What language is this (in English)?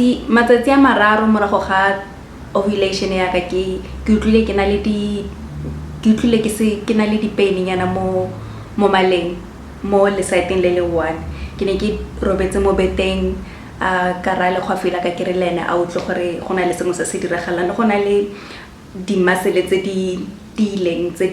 Tswana